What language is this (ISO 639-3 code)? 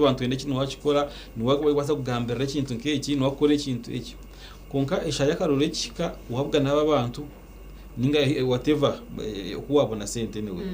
nyn